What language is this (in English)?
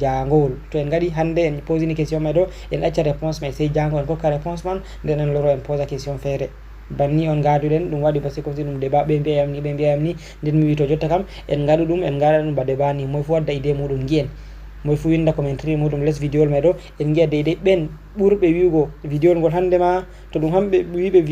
Fula